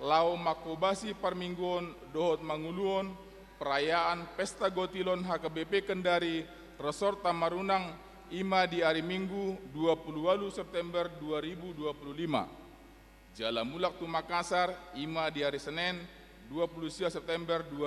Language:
Batak Toba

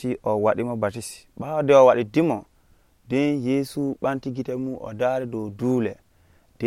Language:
Nigerian Fulfulde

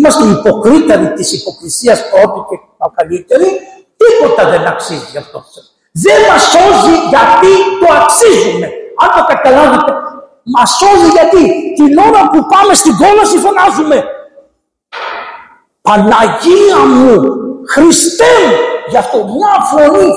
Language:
Greek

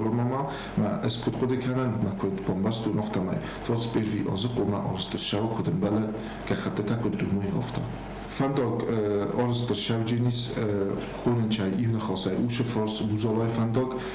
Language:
Ossetic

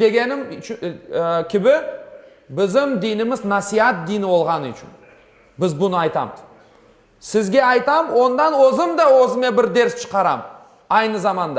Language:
Crimean Tatar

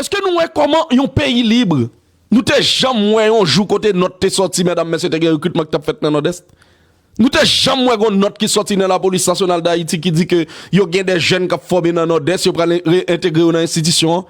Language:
Haitian Creole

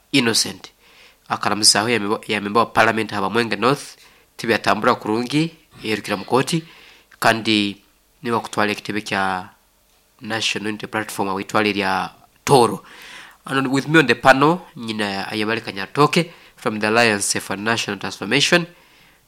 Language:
Nyankole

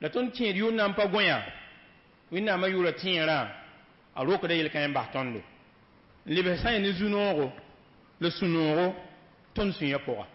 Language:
Mossi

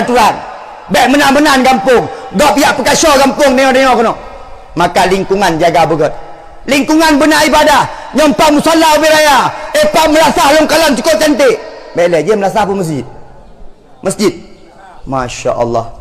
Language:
Achinese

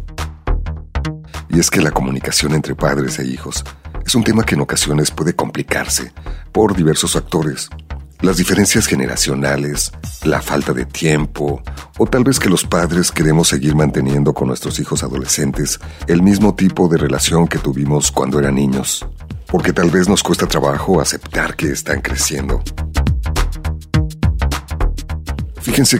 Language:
Spanish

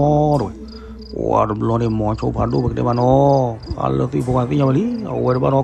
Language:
S'gaw Karen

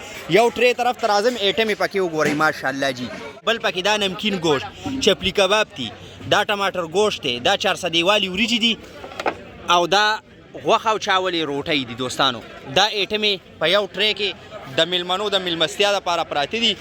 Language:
Pashto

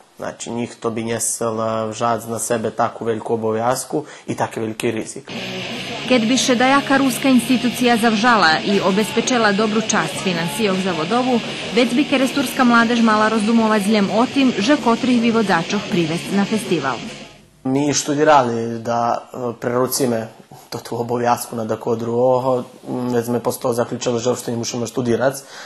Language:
Rusyn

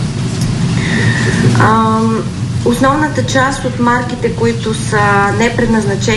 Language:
Bulgarian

